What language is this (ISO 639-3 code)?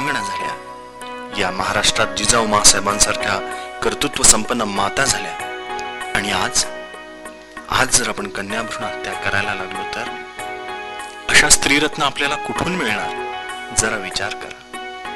mar